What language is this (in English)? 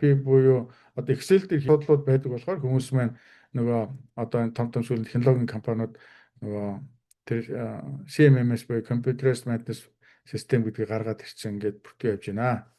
Mongolian